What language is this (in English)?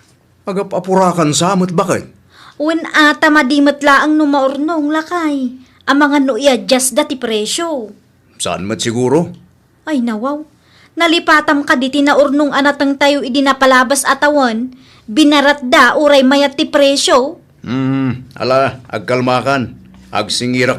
Iloko